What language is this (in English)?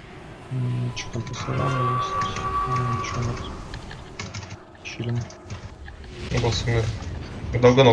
Russian